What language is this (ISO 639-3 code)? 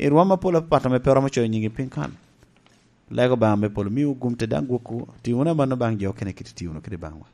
laj